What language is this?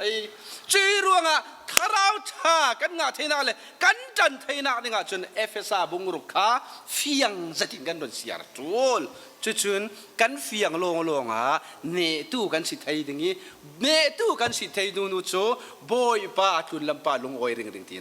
Falam Chin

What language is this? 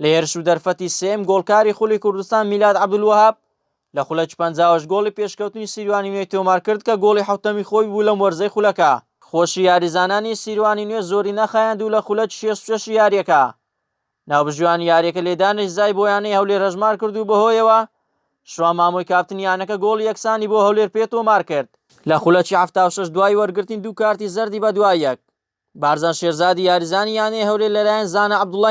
Central Kurdish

